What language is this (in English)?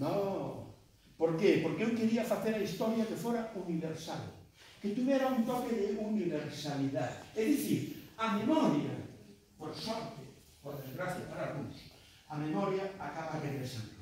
Galician